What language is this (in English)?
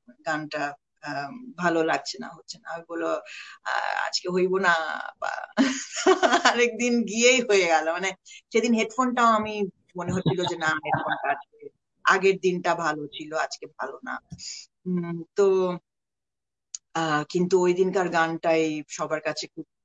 Bangla